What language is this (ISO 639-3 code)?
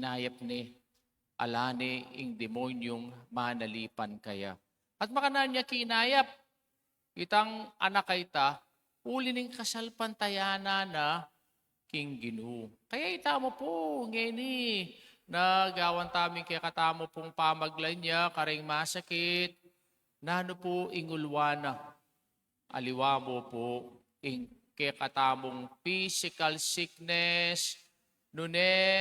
pam